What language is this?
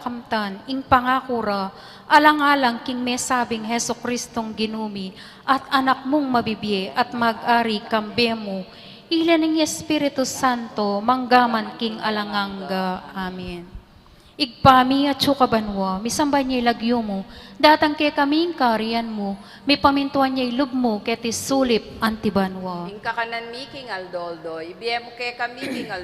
Pampanga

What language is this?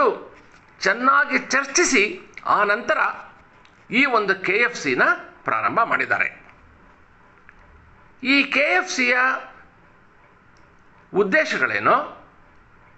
Kannada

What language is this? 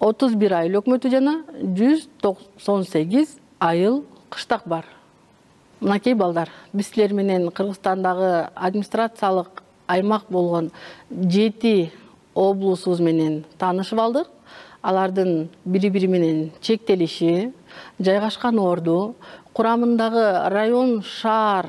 Kyrgyz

